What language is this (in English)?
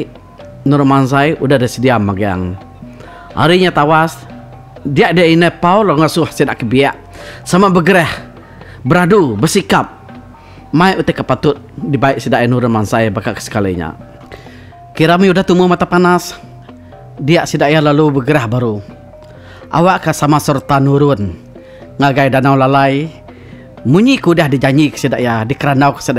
Iban